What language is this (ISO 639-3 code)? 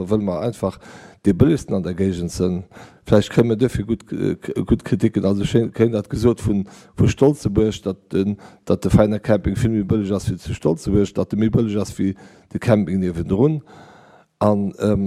ltz